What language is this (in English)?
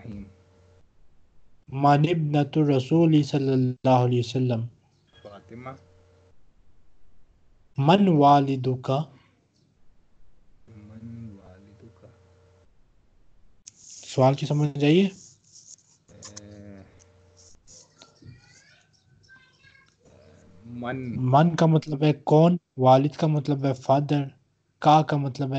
Urdu